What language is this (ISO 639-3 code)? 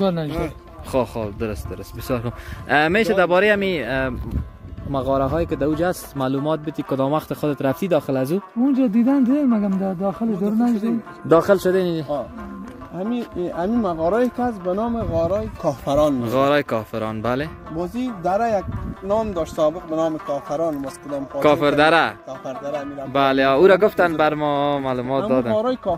fas